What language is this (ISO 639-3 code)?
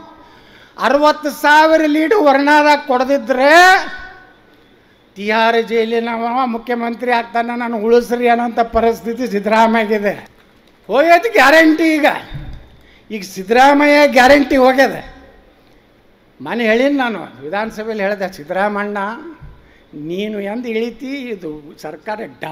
kan